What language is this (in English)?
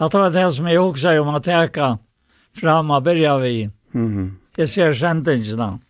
Faroese